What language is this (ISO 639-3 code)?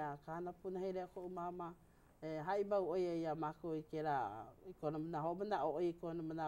haw